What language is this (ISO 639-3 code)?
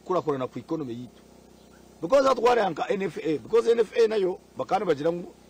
nyn